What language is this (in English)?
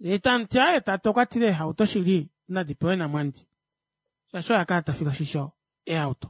Kuanyama